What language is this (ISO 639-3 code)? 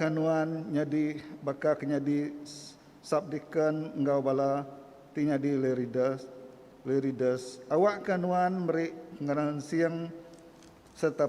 iba